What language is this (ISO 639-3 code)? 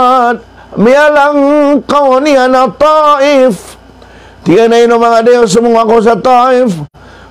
mrw